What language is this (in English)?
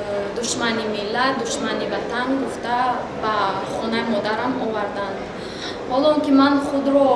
Tajik